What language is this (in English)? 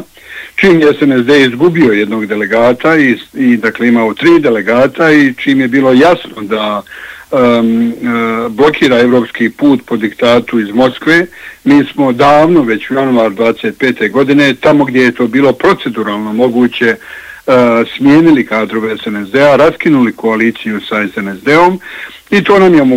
Bosnian